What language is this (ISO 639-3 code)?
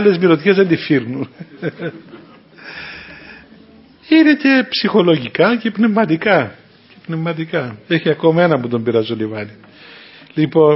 ell